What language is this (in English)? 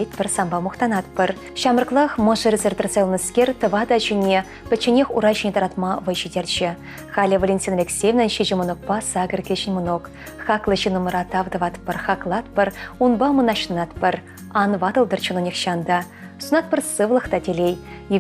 Chuvash